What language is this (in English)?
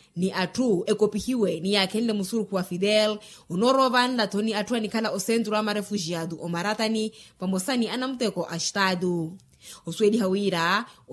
Makhuwa